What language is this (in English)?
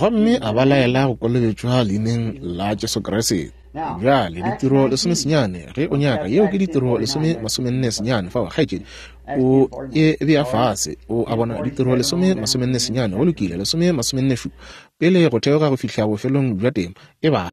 Northern Sotho